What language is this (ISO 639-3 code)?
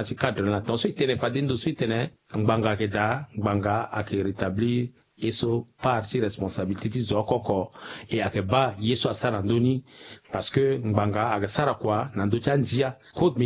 sag